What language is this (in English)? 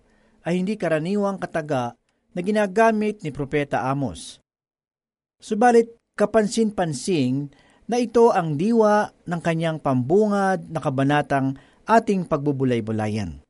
Filipino